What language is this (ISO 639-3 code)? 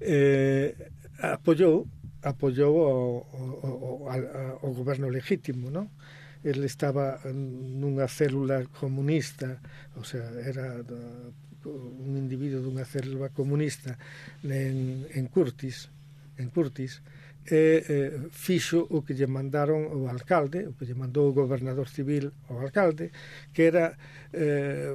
glg